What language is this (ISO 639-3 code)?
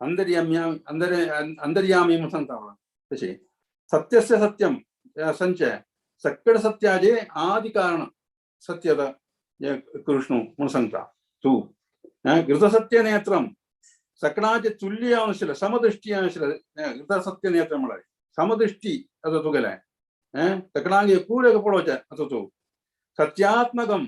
kok